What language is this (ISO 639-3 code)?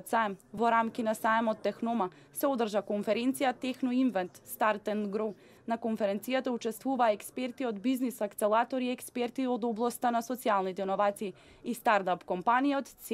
mkd